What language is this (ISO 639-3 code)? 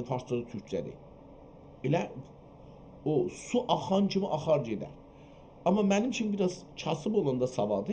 azb